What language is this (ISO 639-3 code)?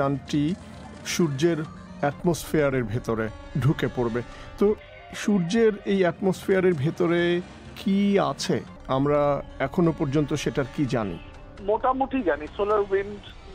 ben